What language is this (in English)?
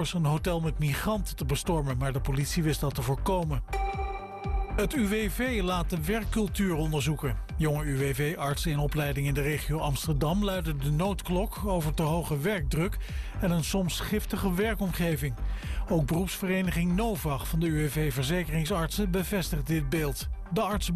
Dutch